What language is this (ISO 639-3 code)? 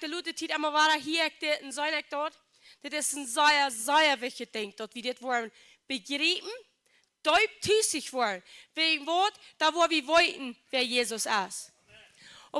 pdt